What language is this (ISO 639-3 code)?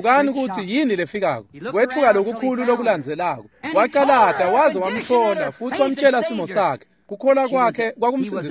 ssw